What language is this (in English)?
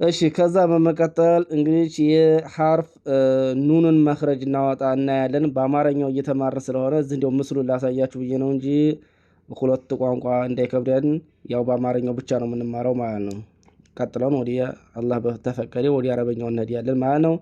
Amharic